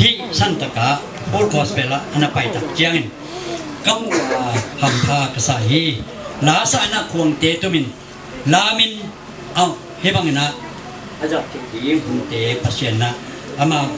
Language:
Tedim Chin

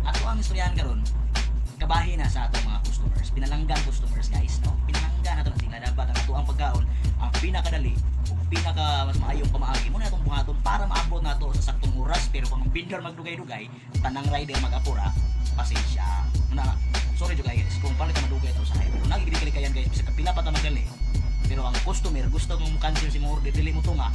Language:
Cebuano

